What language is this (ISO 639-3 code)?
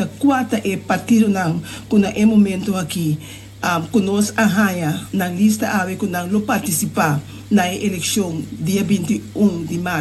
pap